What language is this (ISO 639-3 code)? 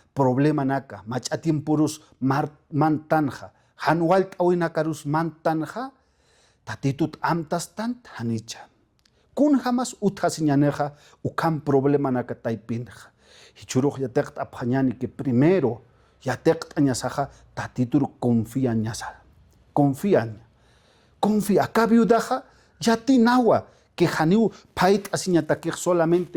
aym